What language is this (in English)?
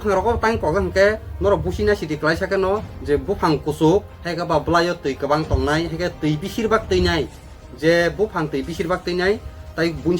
Kok Borok